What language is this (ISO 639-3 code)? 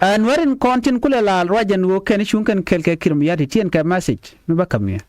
nus